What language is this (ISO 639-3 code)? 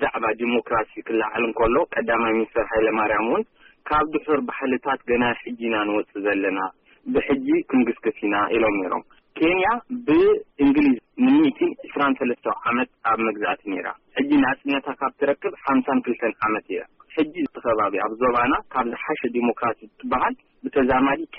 tir